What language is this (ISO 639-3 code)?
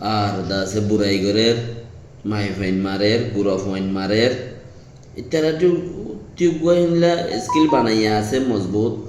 rhg